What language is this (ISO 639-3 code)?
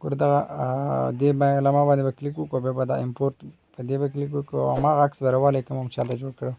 pus